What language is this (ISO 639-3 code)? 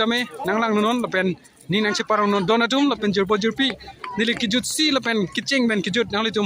mjw